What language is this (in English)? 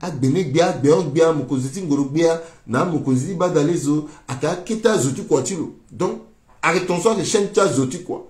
Sango